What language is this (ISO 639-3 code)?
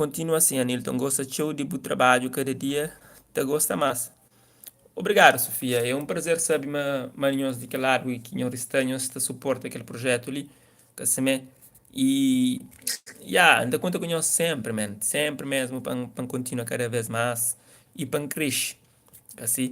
kea